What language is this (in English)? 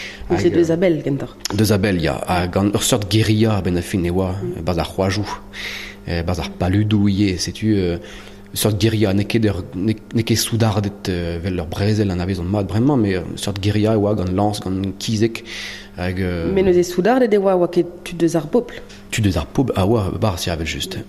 Breton